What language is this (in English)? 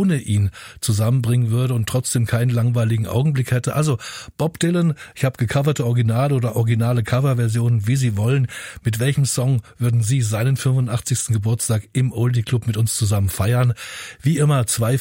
German